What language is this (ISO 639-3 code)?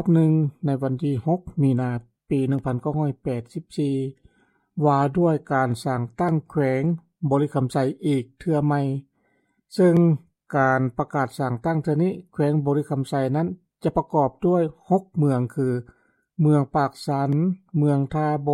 lao